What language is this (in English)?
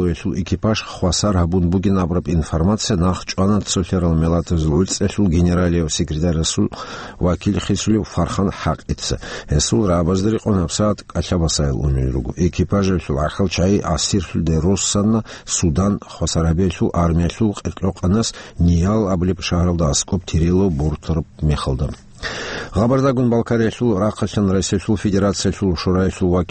Avaric